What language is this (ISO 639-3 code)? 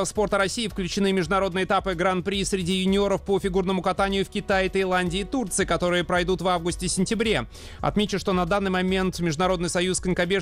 rus